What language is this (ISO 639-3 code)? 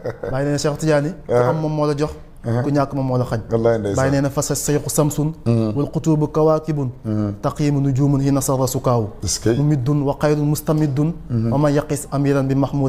wol